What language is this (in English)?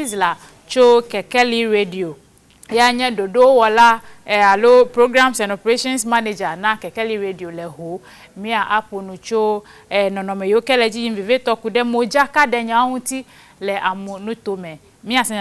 Ewe